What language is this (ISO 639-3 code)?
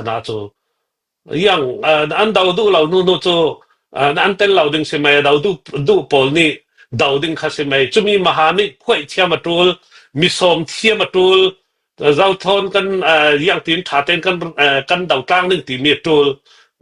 cfm